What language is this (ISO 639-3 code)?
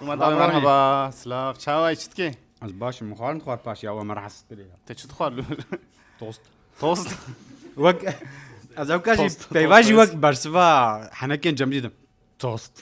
kur